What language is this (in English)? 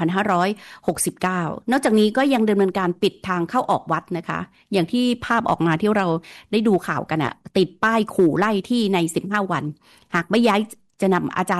Thai